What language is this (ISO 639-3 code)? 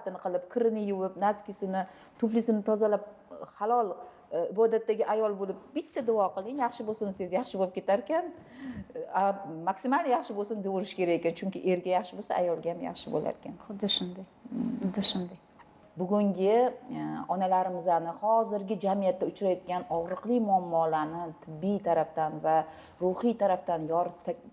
uzb